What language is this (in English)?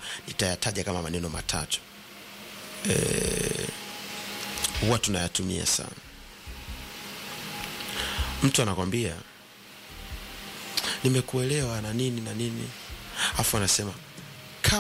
Swahili